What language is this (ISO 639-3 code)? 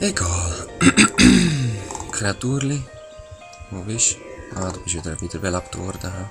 gsw